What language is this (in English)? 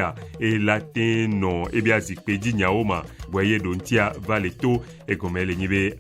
Ewe